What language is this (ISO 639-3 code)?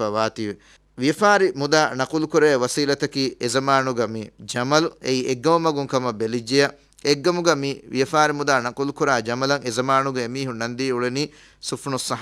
div